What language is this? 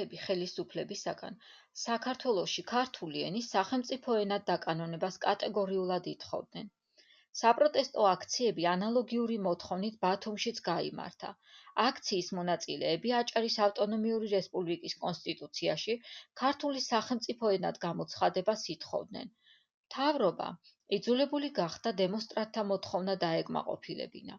Georgian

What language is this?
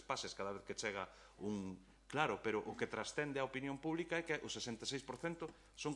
Galician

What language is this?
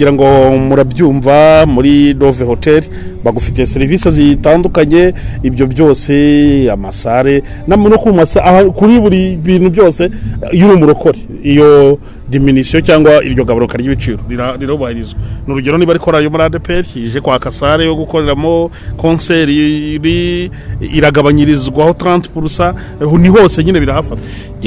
Kinyarwanda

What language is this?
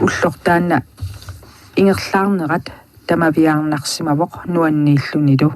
Kalaallisut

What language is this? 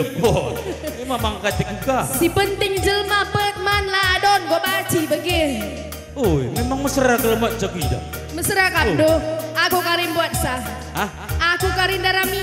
Batak Karo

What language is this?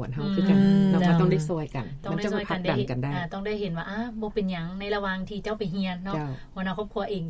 Lao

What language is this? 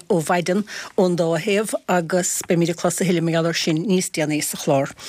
Irish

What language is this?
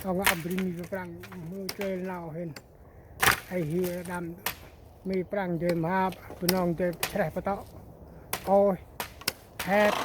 Central Mnong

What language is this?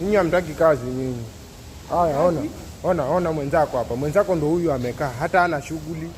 Swahili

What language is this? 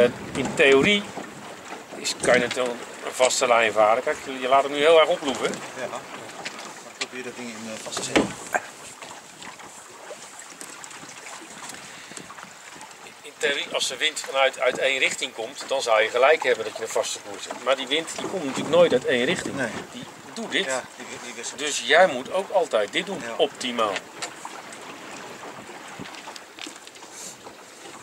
Dutch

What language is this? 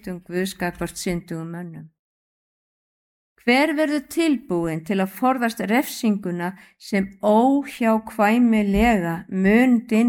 Icelandic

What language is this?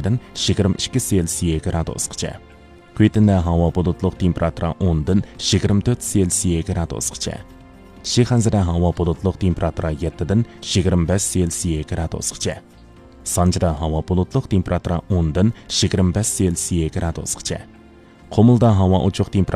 Uyghur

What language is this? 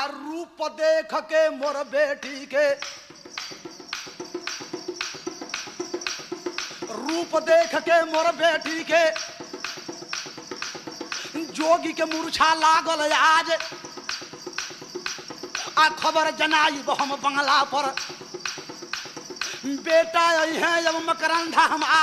Bhojpuri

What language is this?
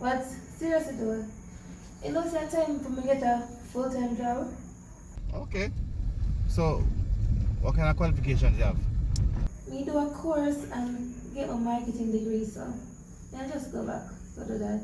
Jamaican Creole English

